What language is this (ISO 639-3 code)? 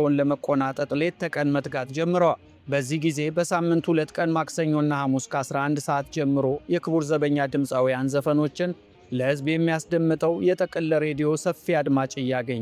amh